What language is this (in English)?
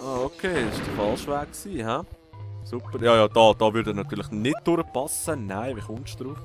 Swiss German